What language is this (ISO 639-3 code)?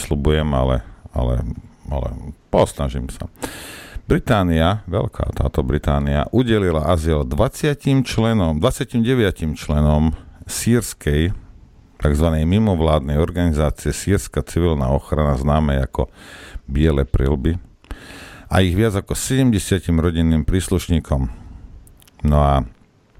slk